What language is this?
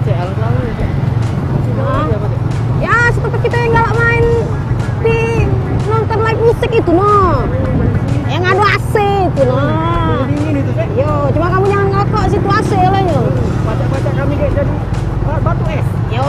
Musi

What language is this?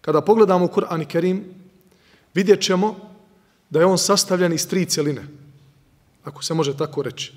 Bosnian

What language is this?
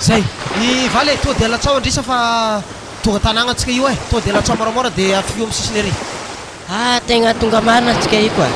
Malagasy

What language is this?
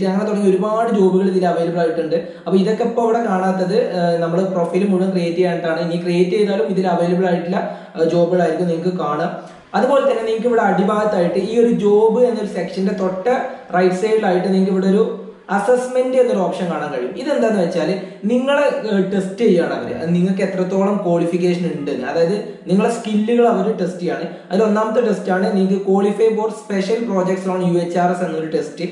Malayalam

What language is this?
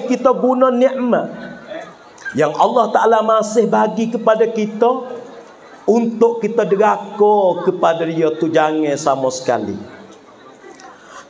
Pattani Malay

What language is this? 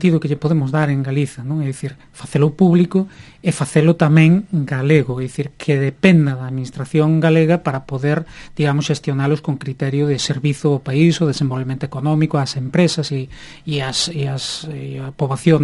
Galician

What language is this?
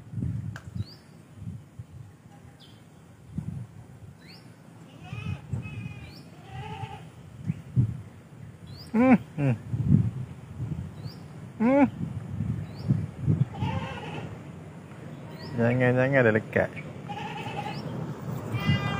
Malay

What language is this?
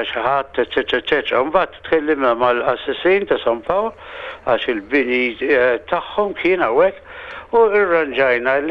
Maltese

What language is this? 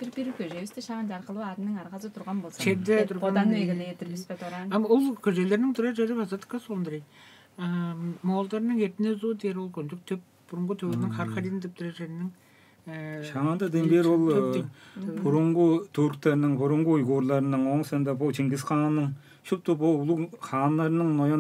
Tuvinian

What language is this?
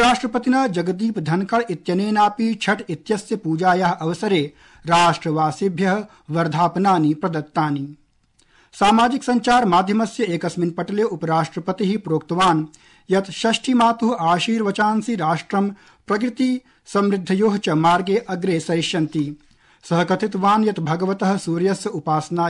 Sanskrit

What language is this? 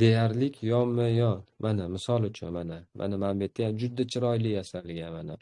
Uzbek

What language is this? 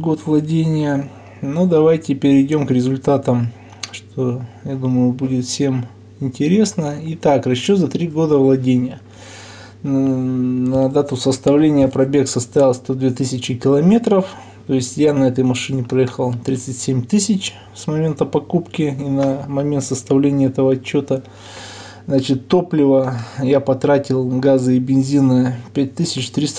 Russian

